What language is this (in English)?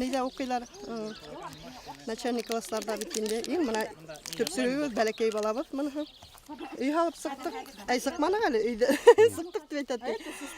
Bashkir